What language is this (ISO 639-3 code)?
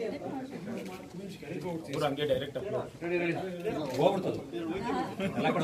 kan